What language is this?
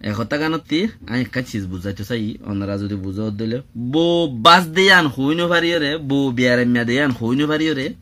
Rohingya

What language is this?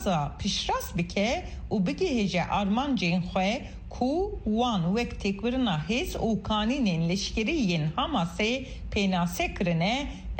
Kurdish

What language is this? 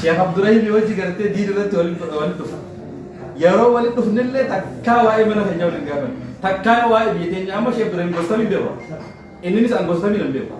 Oromo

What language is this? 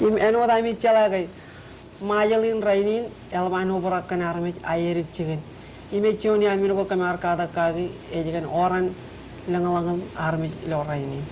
Marshallese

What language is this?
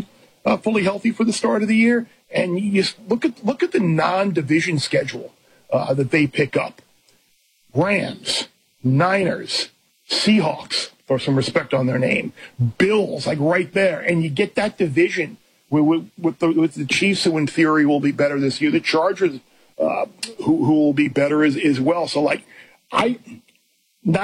English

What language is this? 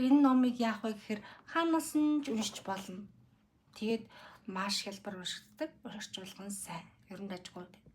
Mongolian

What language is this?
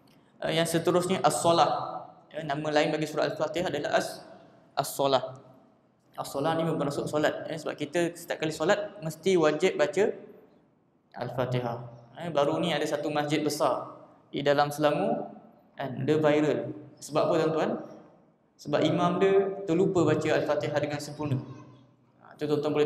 Malay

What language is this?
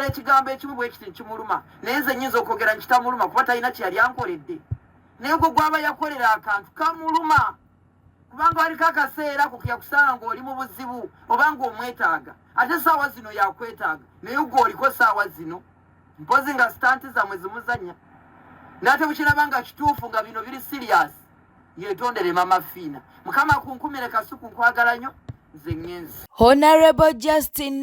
Ganda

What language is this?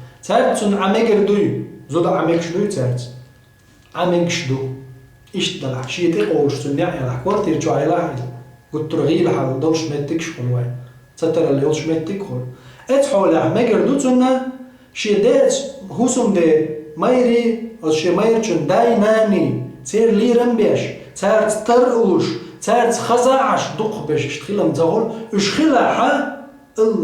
Chechen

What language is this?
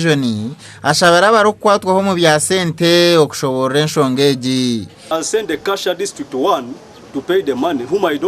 Nyankole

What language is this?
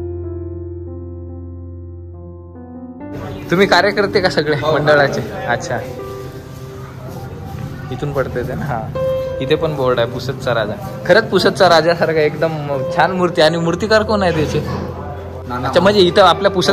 Marathi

